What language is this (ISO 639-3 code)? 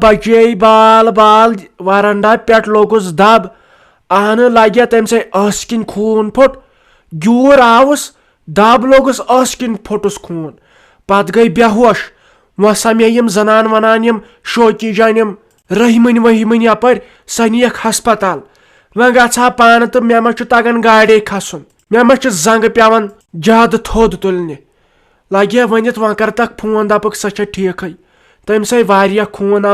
kas